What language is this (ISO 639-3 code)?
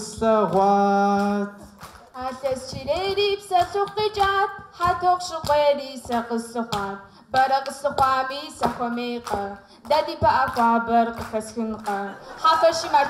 kbd